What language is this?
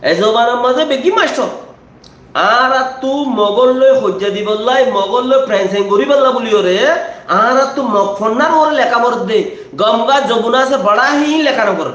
Rohingya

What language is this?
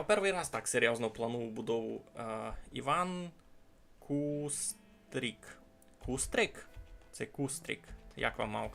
Rusyn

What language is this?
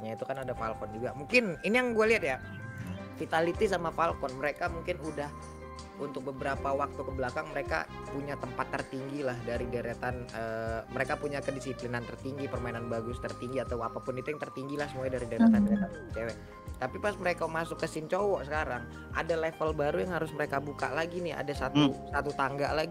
Indonesian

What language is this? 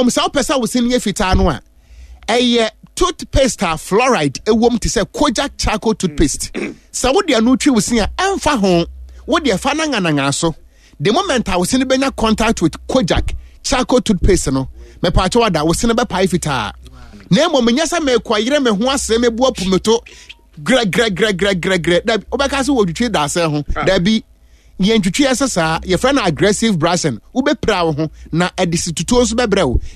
Akan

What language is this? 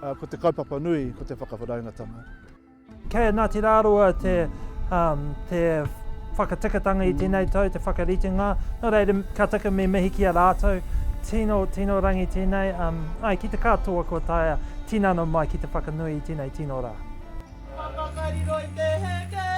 Māori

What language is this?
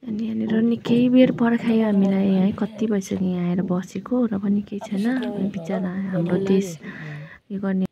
Nepali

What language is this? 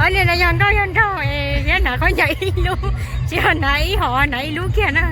Hmong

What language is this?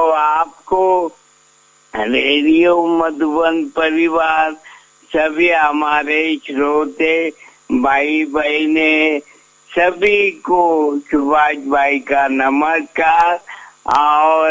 Hindi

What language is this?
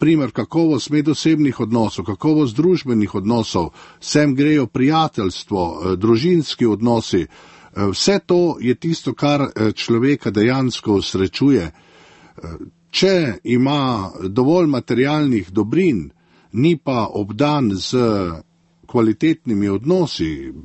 Slovenian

